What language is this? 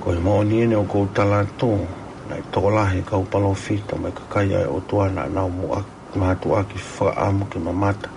Tongan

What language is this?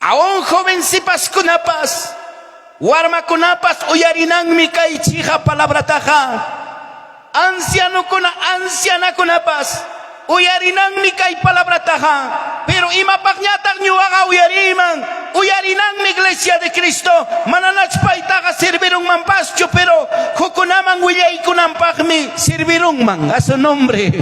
Ayacucho Quechua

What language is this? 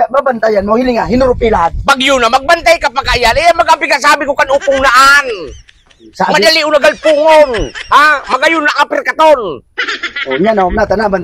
Bikol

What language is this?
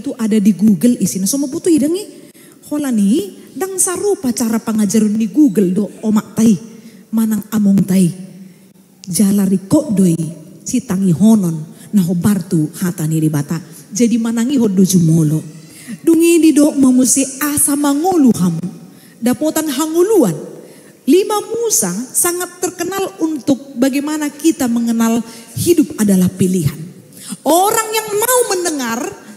Batak Toba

